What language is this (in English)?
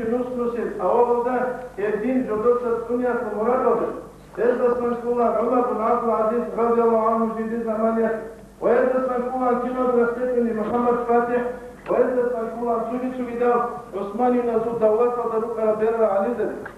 Avaric